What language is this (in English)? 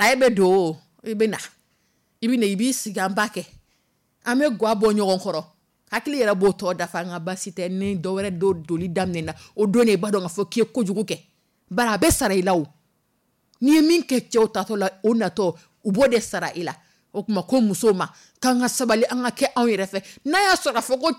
Dyula